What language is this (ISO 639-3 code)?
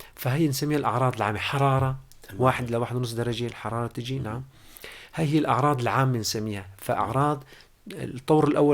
apc